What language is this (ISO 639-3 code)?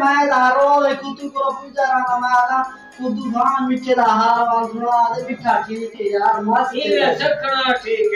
skr